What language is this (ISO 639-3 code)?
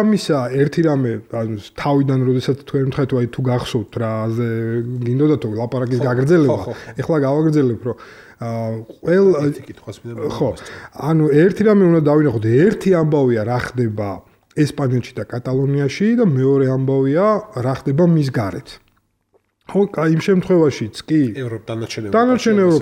kat